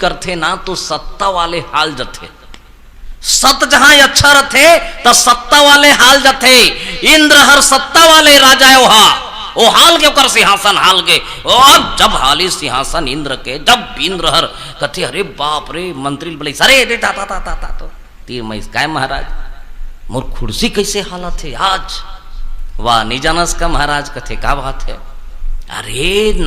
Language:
Chhattisgarhi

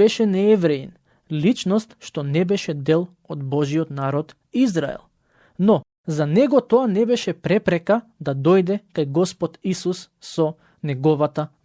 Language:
Macedonian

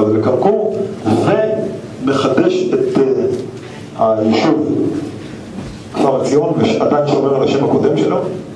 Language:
Hebrew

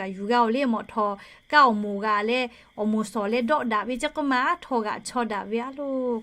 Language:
Lahu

